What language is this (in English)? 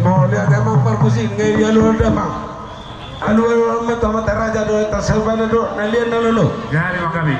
Batak Toba